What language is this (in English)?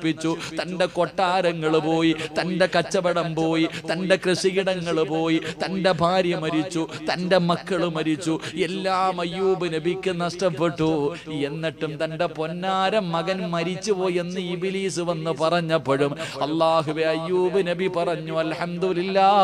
Malayalam